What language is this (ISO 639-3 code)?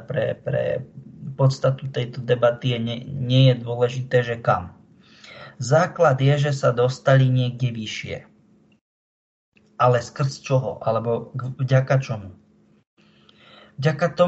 slk